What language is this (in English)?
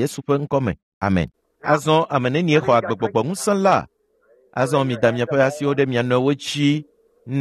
Ewe